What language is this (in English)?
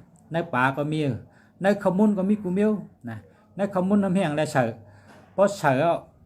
Shan